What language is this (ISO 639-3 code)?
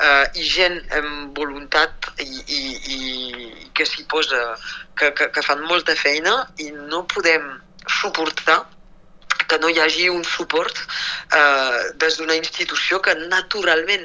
cat